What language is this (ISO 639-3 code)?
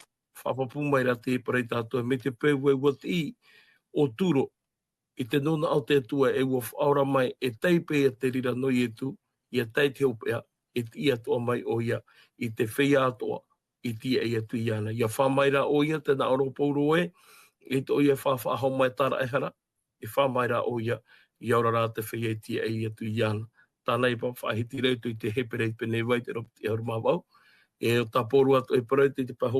tah